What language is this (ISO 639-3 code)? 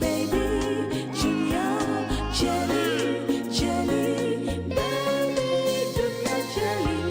nyn